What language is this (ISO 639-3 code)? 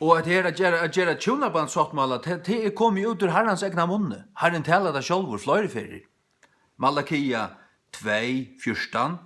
fao